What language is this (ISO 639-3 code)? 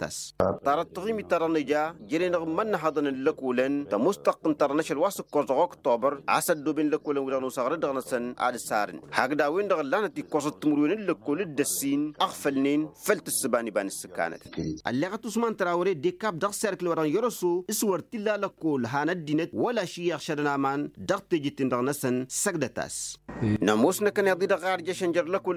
taq